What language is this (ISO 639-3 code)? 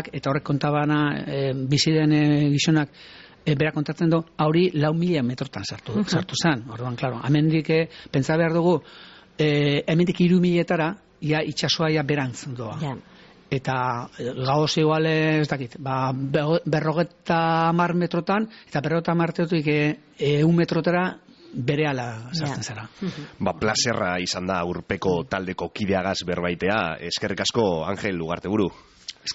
eus